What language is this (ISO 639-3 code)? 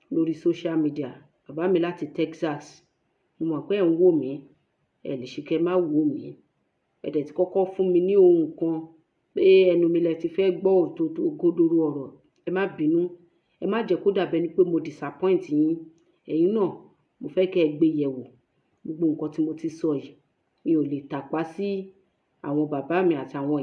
yor